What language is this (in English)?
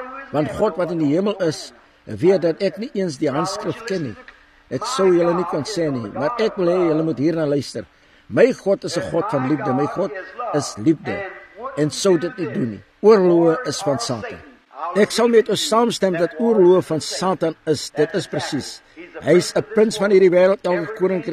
Afrikaans